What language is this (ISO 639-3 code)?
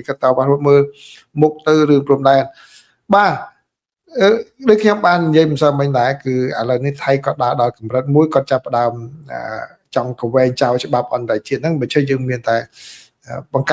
khm